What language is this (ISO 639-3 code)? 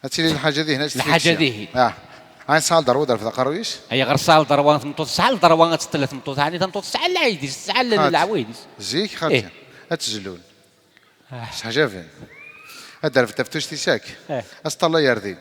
kab